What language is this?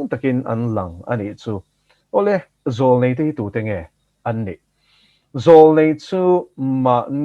Mizo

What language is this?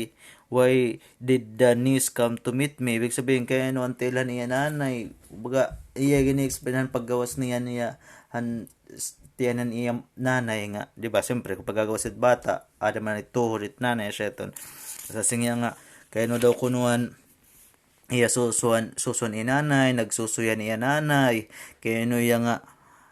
Waray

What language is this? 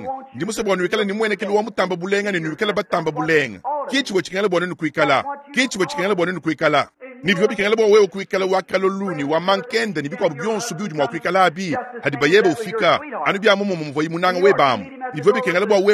Luba-Lulua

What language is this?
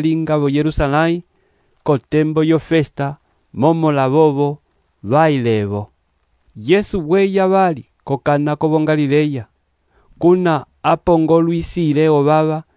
Umbundu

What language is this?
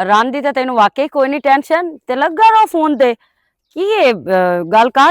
Western Panjabi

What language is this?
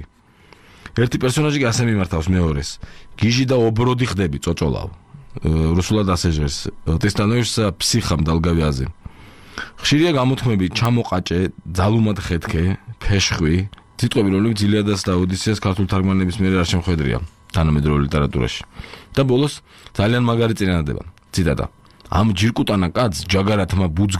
Georgian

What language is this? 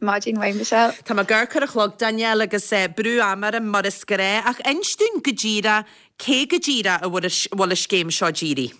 Irish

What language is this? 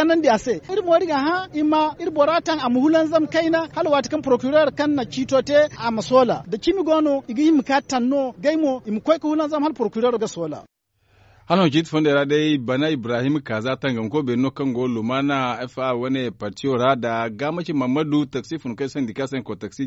Zarma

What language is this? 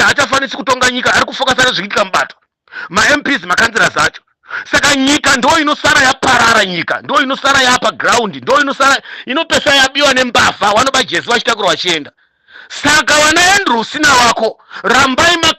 Shona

